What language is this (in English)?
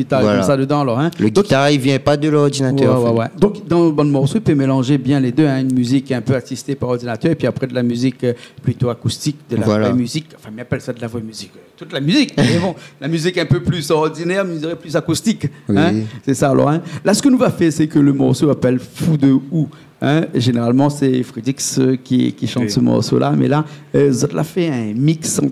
Réunion Creole French